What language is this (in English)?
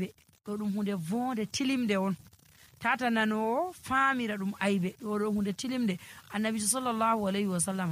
Nigerian Fulfulde